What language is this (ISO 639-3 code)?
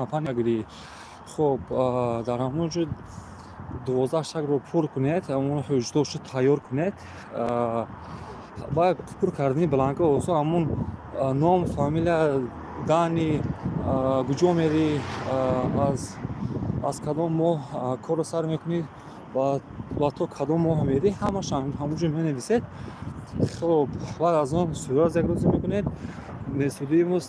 tgk